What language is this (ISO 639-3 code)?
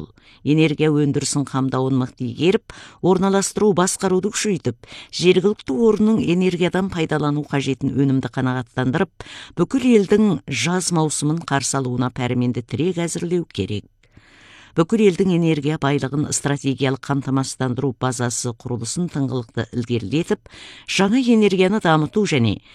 kaz